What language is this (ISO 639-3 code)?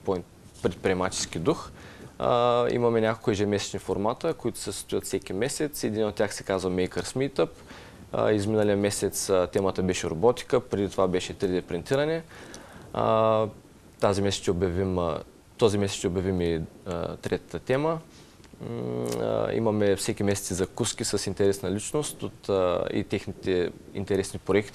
bul